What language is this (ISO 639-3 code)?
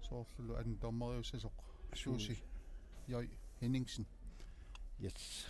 kal